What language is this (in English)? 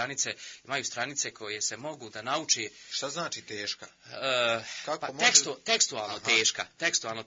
Bosnian